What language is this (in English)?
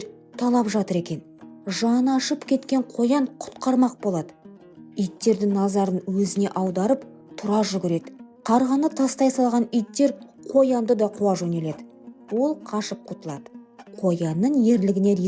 Kazakh